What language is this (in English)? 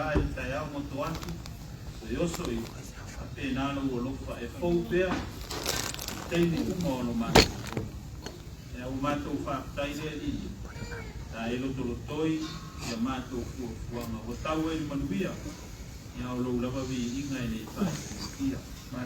Samoan